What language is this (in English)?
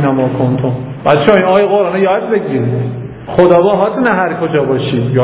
Persian